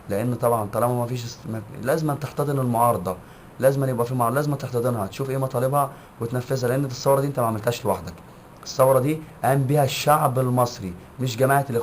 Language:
Egyptian Arabic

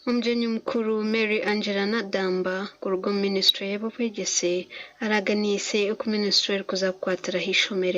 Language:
Nyankole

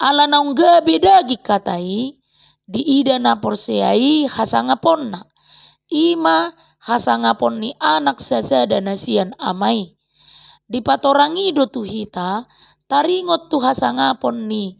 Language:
Batak Toba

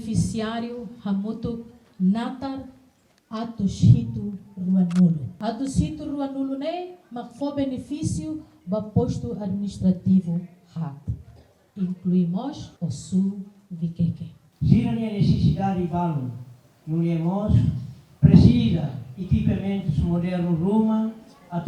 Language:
Tetum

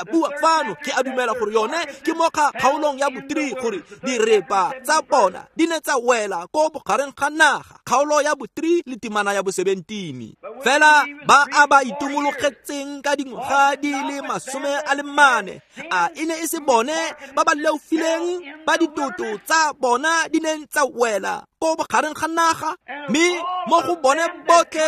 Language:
Tswana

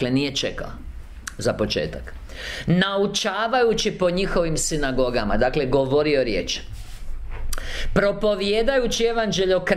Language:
Croatian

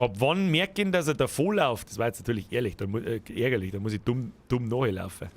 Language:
Bavarian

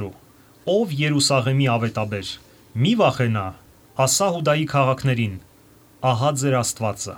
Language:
Armenian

